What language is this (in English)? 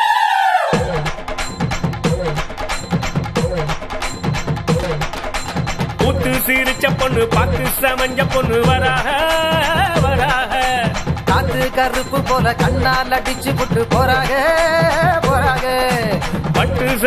Tamil